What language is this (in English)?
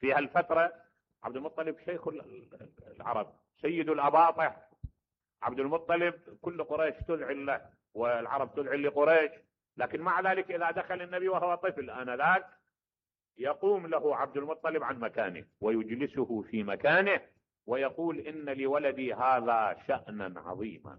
Mesopotamian Arabic